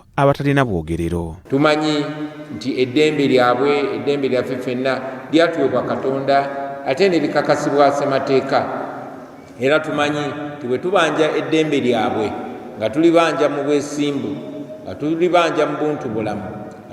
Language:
Ganda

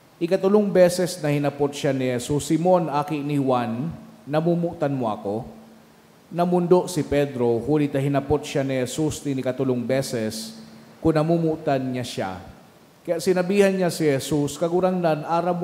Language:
Bikol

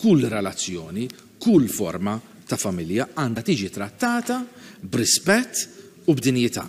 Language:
Maltese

